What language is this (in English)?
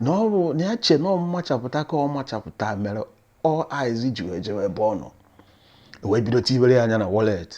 Igbo